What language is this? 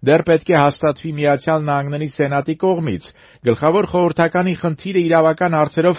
Armenian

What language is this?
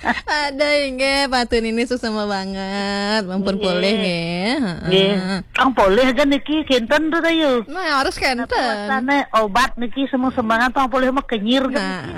Balinese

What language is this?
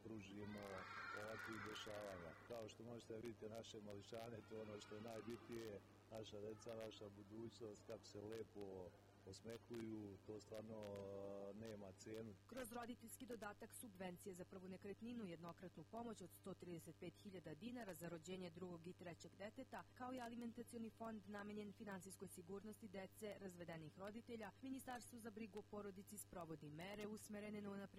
Serbian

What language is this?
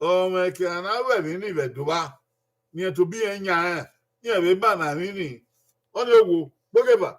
Bini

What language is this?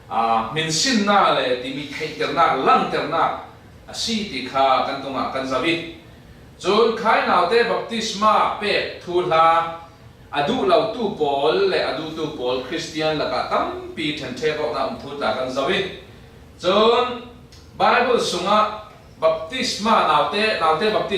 Falam Chin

